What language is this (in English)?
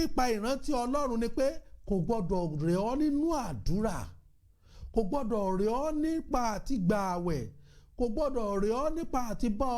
Yoruba